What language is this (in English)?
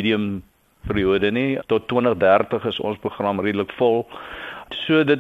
Afrikaans